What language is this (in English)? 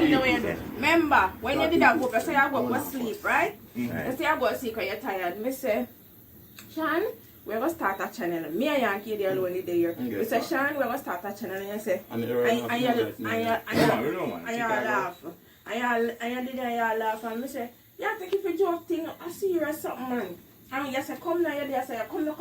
Jamaican Creole English